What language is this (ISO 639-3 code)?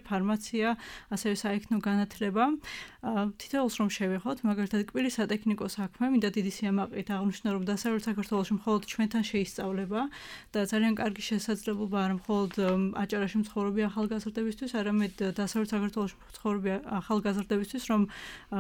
kat